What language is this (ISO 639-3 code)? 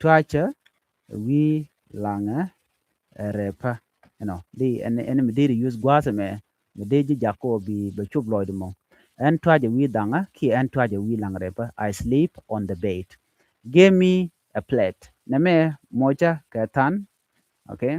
nus